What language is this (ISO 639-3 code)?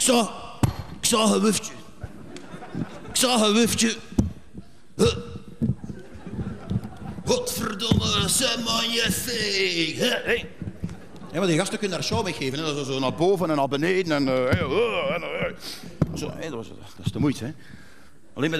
nld